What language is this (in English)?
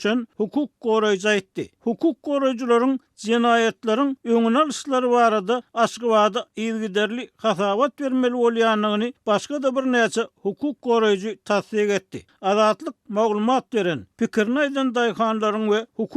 Turkmen